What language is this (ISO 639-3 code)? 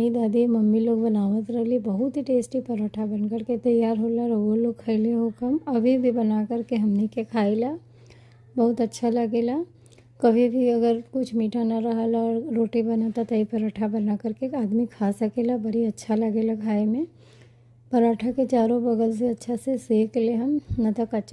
bho